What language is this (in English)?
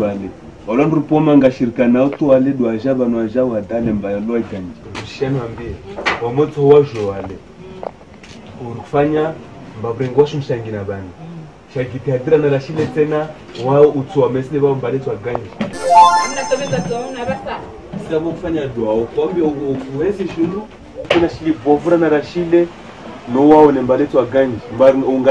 Swahili